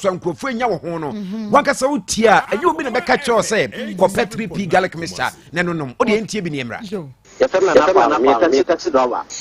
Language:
Akan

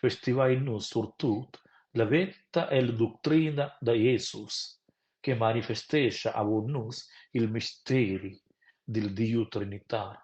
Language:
Romansh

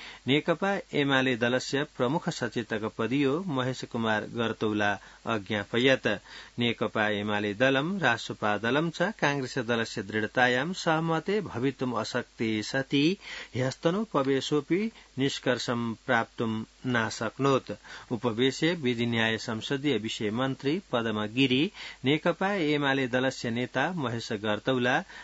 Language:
Sanskrit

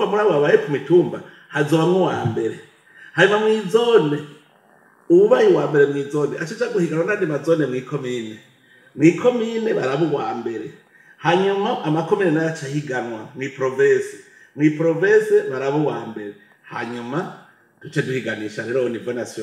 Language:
Rundi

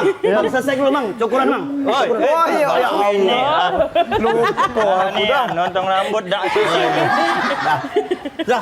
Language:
Musi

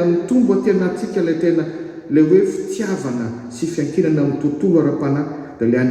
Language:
Malagasy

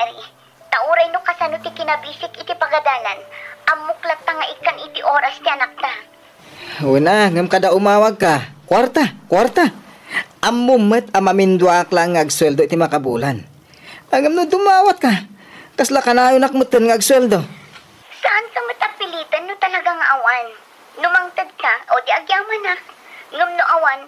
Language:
Iloko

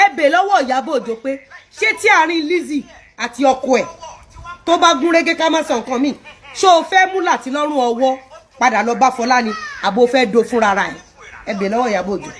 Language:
Yoruba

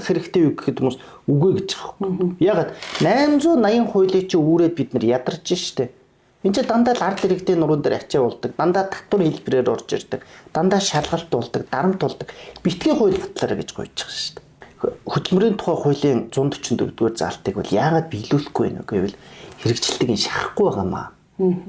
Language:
Mongolian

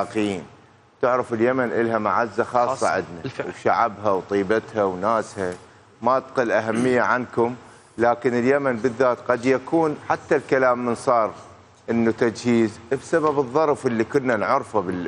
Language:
Mesopotamian Arabic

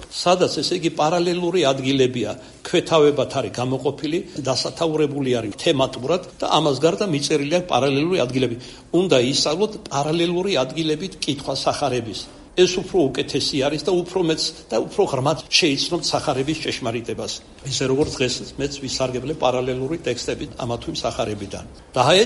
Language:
Georgian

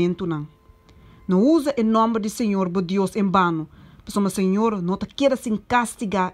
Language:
Papiamento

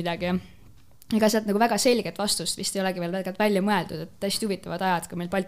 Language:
Estonian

